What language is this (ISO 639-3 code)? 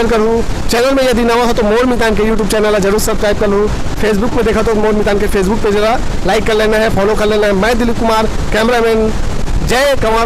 hne